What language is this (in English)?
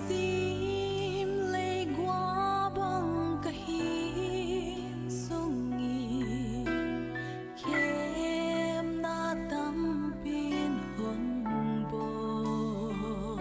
Paite Chin